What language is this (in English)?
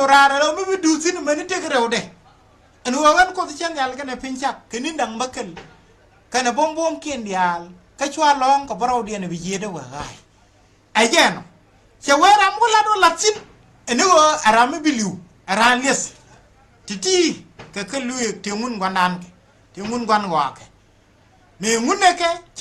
Nuer